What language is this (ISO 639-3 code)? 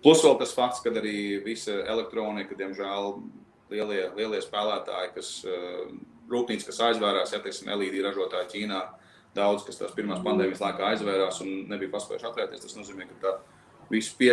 lav